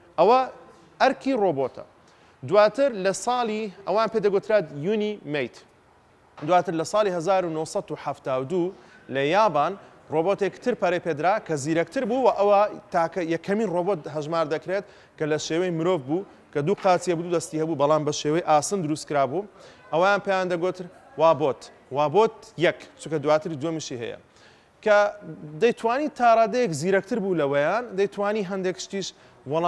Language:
Central Kurdish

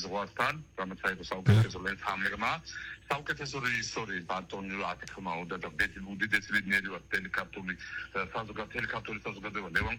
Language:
Georgian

